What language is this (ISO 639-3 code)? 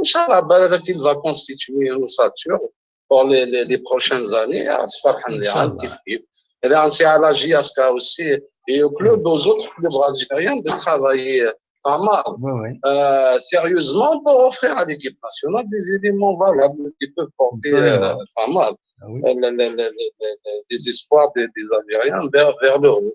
arq